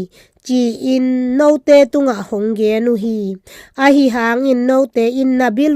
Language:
Tedim Chin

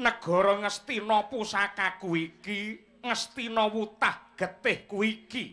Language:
Javanese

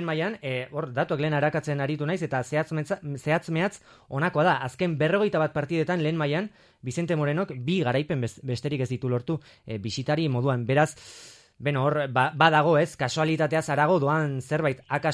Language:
Basque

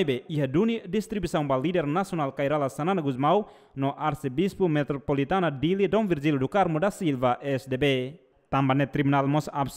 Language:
Tetum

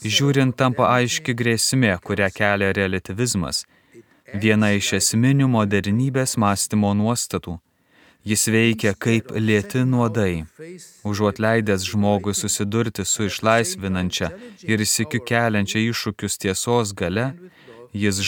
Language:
Lithuanian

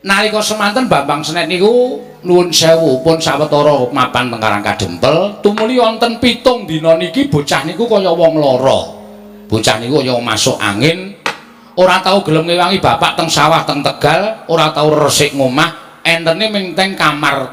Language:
Javanese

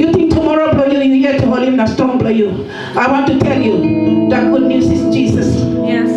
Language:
Tok Pisin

